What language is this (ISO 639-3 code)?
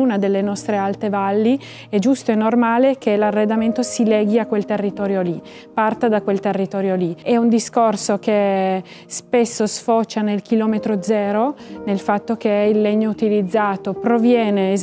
ita